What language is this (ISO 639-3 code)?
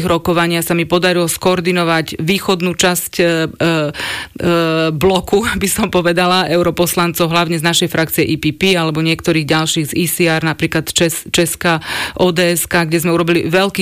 slk